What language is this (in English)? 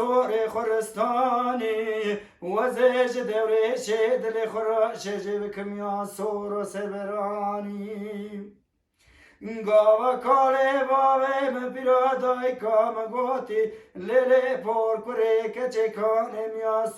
Kurdish